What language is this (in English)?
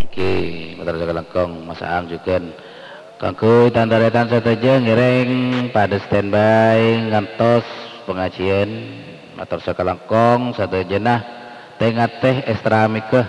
Madurese